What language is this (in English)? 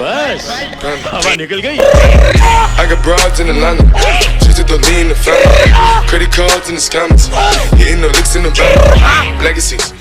Chhattisgarhi